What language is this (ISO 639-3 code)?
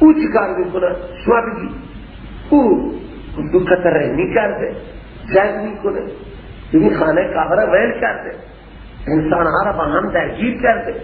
fas